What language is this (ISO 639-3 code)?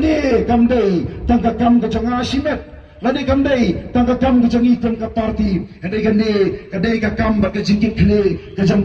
kha